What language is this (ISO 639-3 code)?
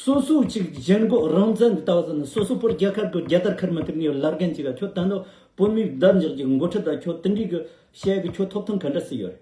bod